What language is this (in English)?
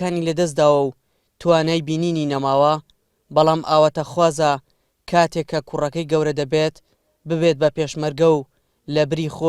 Central Kurdish